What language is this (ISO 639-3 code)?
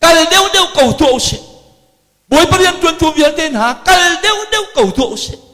cnh